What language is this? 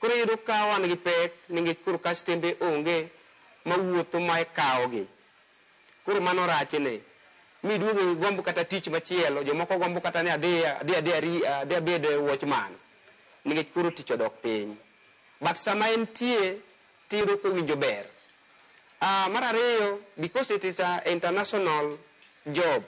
Luo (Kenya and Tanzania)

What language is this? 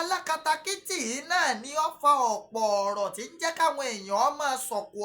Yoruba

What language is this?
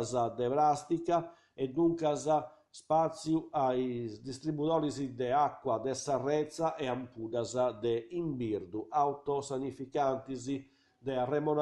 Sardinian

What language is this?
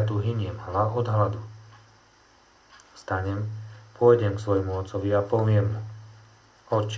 Slovak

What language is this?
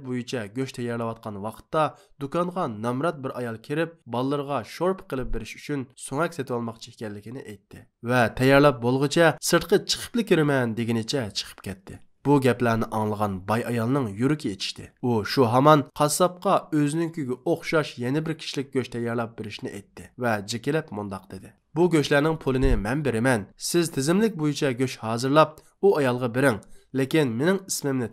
Uyghur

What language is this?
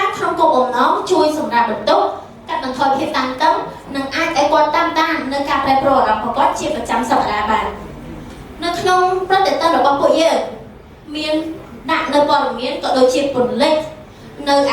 Khmer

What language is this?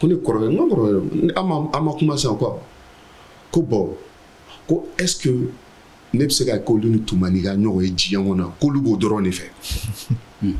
Bambara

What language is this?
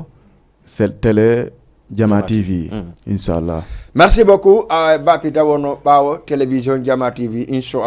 Fula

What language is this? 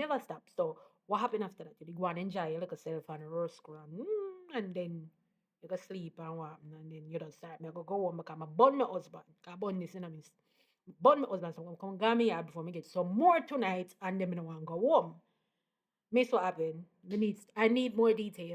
Jamaican Creole English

